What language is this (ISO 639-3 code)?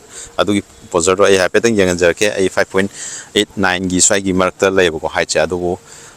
mni